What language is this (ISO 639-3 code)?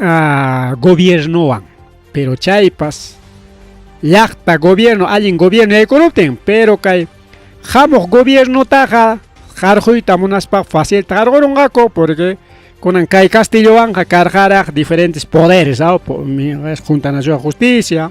quy